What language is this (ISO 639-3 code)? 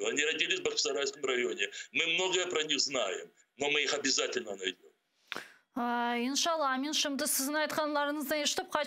crh